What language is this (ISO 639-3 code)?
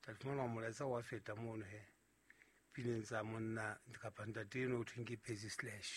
sot